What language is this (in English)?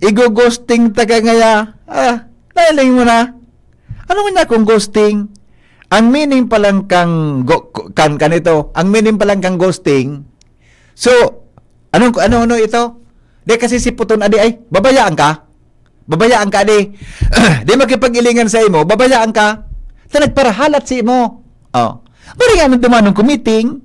Bikol